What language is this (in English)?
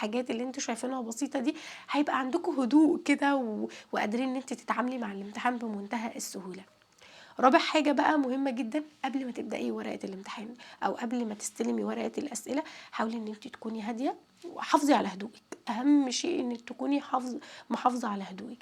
Egyptian Arabic